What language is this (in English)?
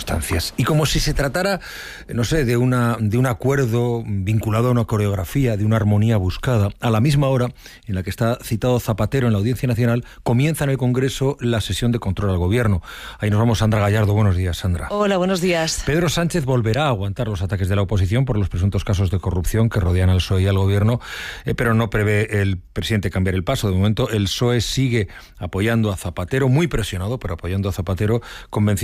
Spanish